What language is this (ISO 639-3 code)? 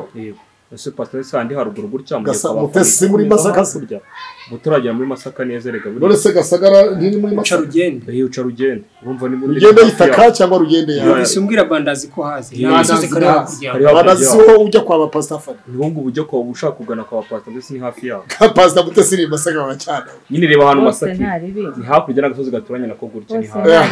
kin